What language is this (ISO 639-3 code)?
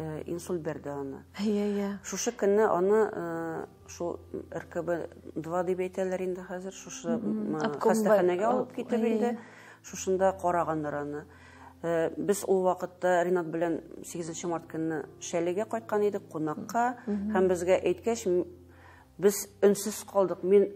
tat